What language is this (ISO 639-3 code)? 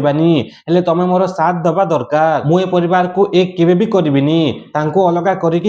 ori